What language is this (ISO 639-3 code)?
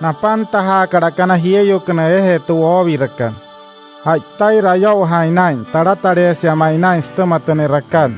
guc